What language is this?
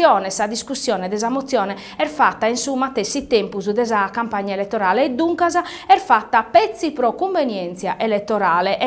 Sardinian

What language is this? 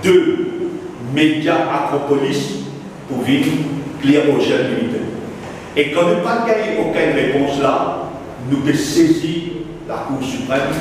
Morisyen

